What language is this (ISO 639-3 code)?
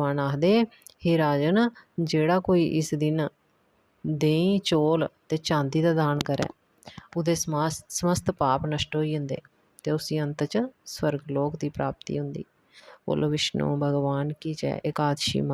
doi